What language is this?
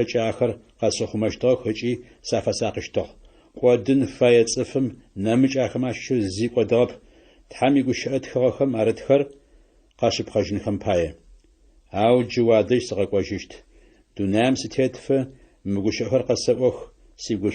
Adyghe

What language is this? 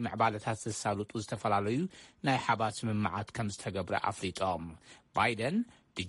Tigrinya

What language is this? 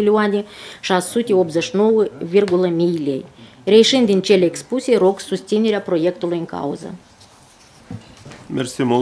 Romanian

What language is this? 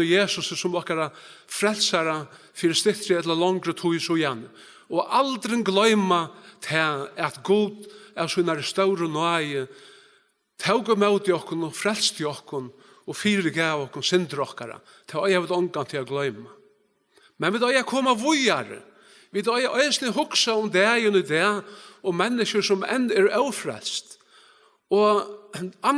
Faroese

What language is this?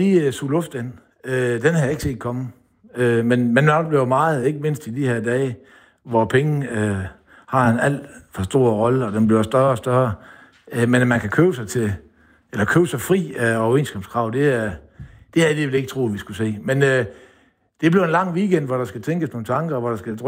Danish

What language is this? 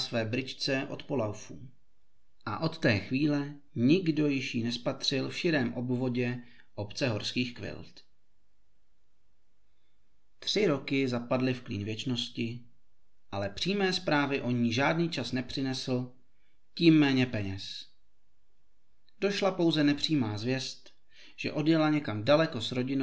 Czech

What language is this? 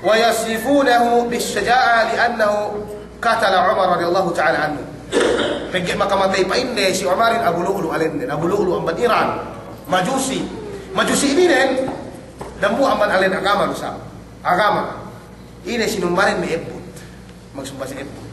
Yakan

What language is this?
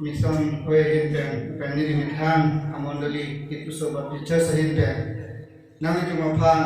Karbi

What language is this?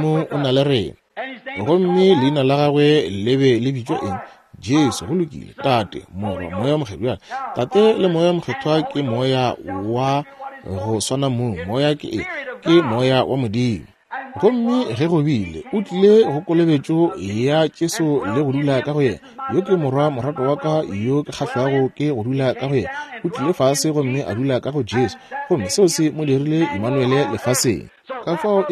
Northern Sotho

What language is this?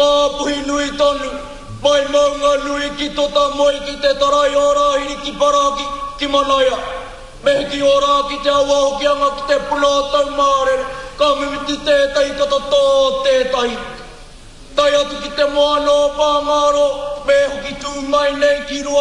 Māori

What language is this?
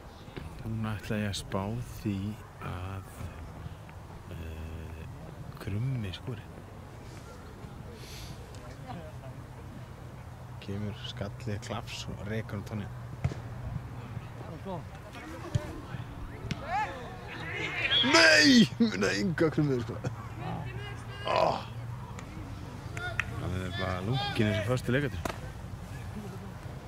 Icelandic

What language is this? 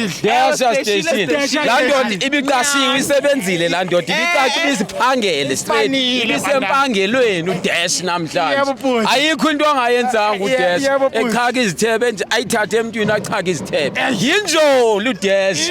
Zulu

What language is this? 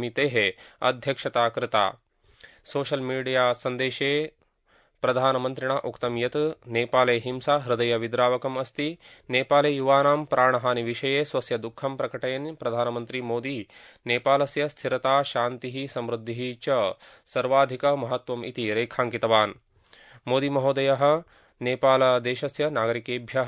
Sanskrit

